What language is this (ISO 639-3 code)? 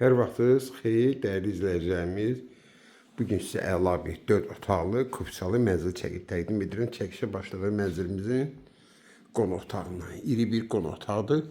aze